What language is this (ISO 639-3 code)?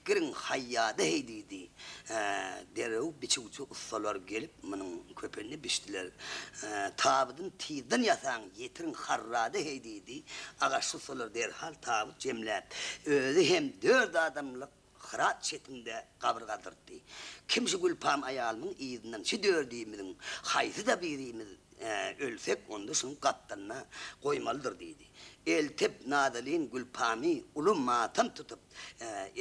tuk